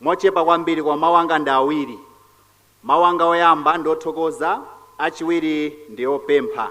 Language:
Nyanja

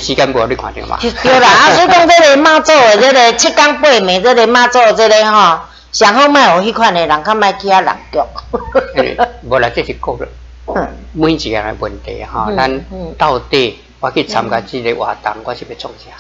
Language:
Min Nan Chinese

